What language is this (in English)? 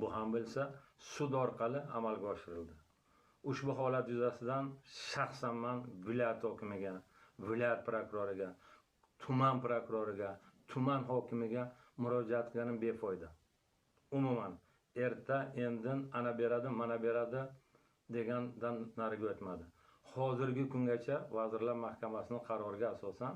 Uzbek